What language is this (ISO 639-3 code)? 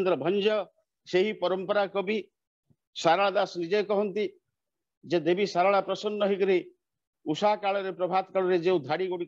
ori